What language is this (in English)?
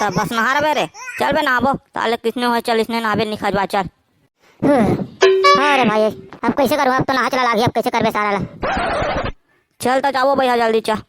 Chhattisgarhi